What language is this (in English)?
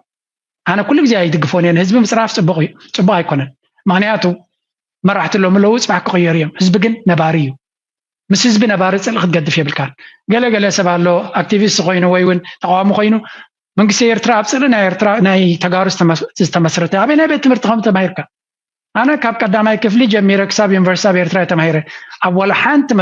Tigrinya